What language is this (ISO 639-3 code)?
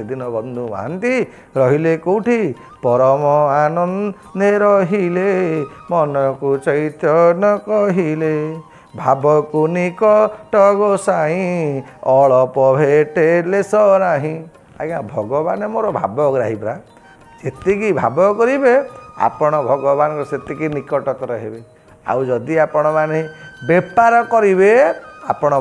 ori